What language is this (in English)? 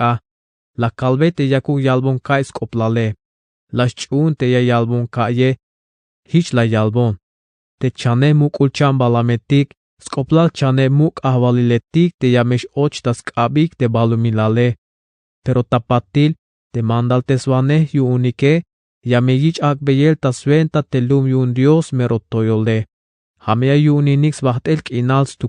Tzeltal